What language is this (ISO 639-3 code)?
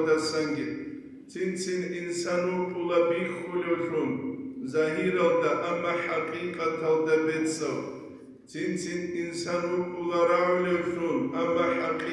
ava